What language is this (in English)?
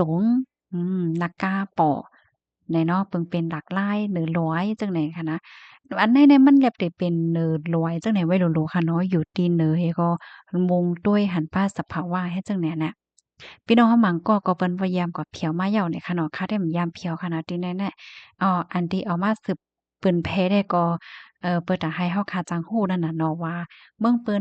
Shan